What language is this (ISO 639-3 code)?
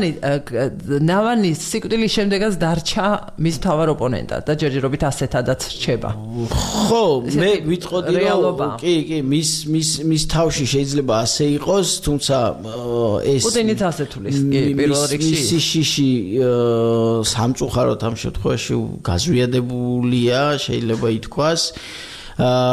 kat